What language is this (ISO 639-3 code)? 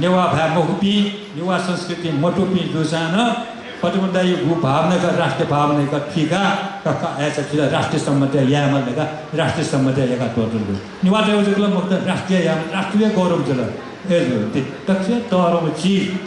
new